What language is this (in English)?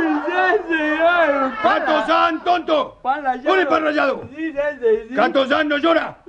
Spanish